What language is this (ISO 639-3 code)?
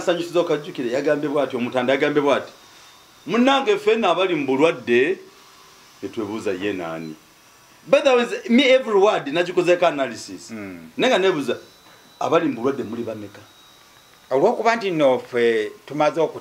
lug